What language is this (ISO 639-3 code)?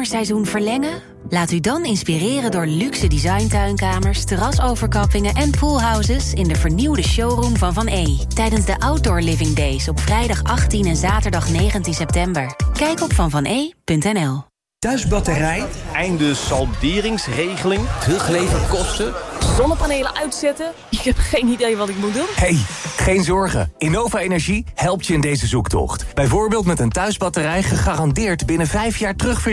nld